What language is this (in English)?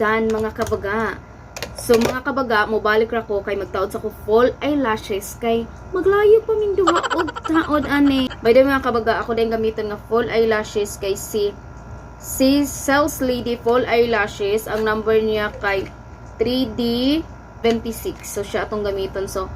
Cebuano